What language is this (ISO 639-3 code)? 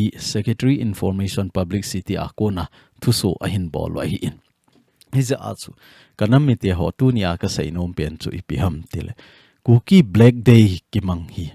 tcz